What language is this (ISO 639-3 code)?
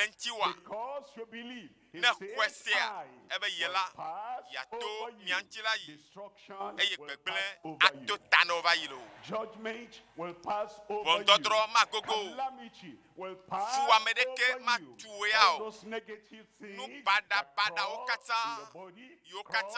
ewe